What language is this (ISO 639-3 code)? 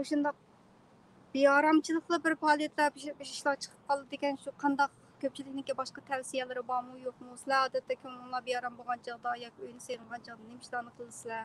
uig